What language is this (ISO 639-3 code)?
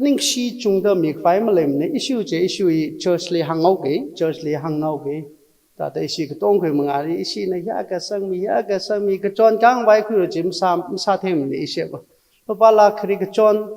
nmf